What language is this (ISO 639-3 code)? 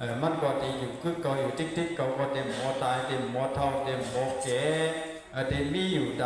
shn